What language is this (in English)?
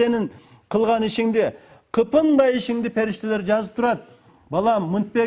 Kyrgyz